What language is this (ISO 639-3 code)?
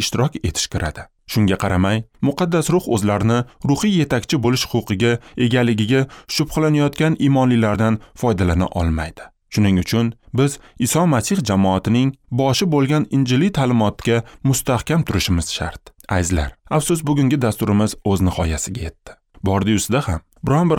uzb